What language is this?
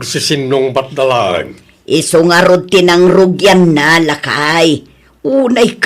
Iloko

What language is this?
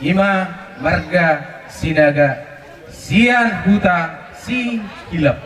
Batak Toba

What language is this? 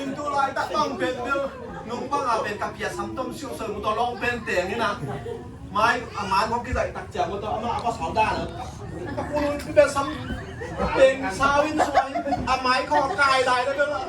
Tedim Chin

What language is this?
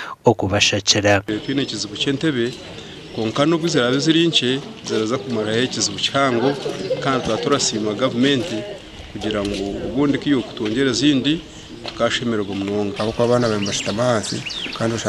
Nyankole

